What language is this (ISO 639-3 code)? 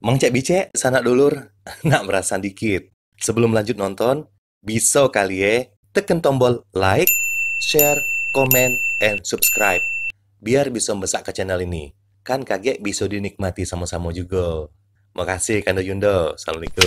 mui